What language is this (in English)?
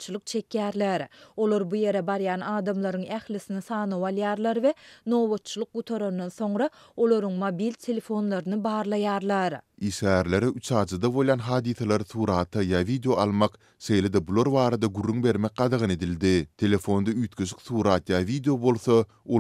Turkmen